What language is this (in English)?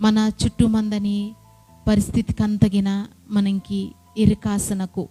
Koya